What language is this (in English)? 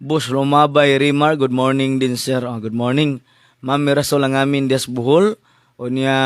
Cebuano